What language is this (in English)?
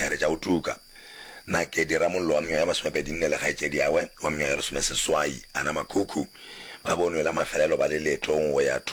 Northern Sotho